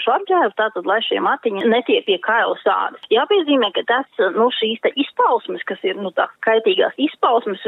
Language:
Latvian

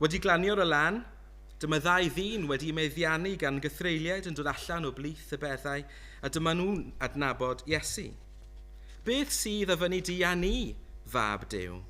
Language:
Welsh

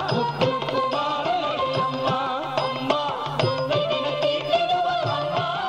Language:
Tamil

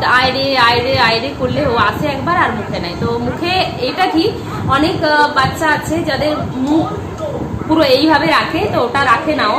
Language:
Bangla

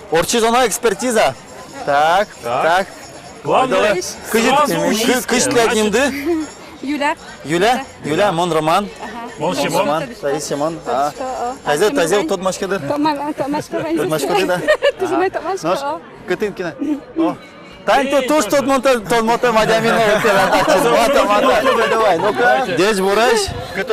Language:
Udmurt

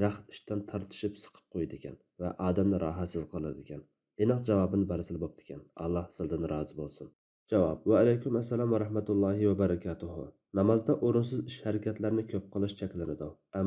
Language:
Uyghur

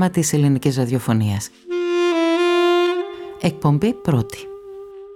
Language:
Greek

